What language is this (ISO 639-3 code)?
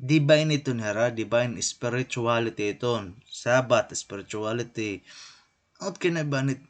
war